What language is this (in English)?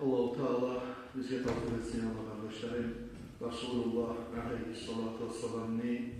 Kumyk